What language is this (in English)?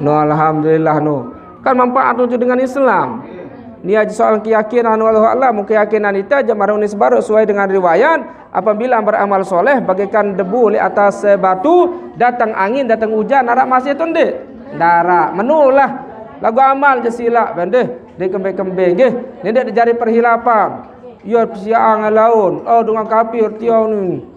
Sasak